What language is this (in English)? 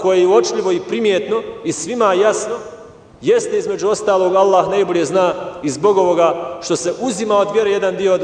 Bosnian